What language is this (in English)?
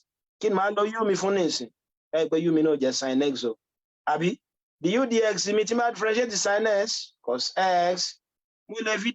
Yoruba